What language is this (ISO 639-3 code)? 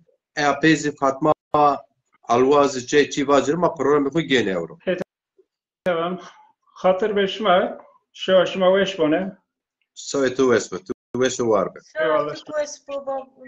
zza